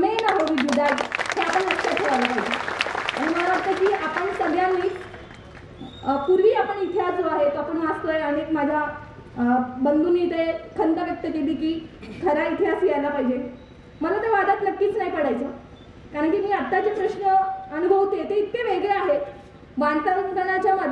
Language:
Marathi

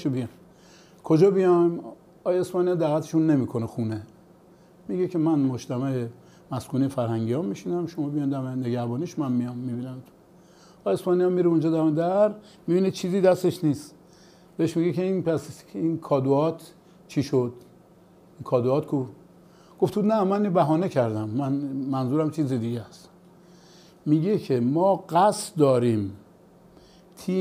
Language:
Persian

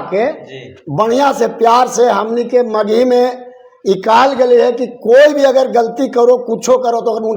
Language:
Magahi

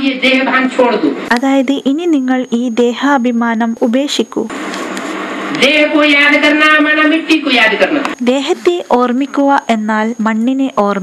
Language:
Malayalam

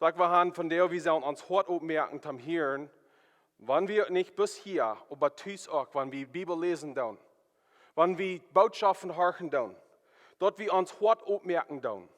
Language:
Plautdietsch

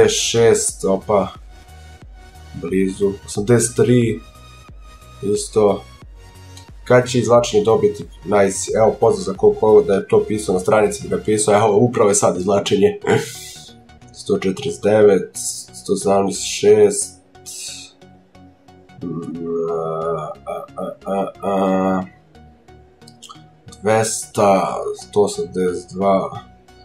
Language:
Serbian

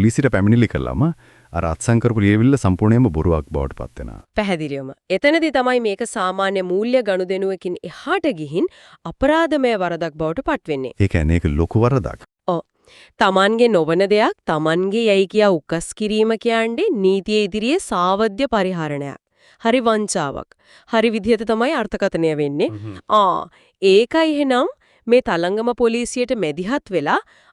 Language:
Sinhala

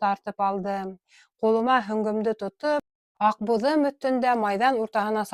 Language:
Bashkir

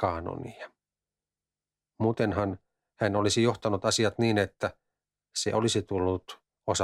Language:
Finnish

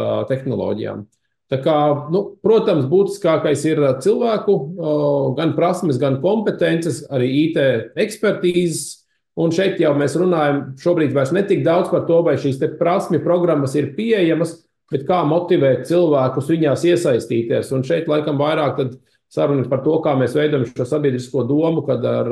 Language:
Latvian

